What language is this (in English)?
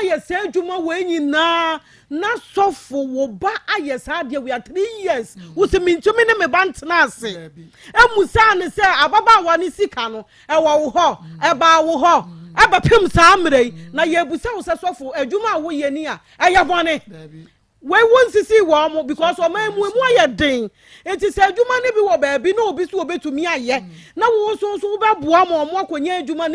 Akan